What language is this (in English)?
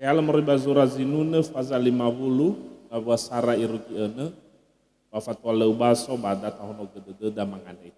Nias